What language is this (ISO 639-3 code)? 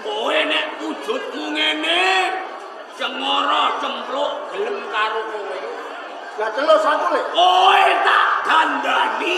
jav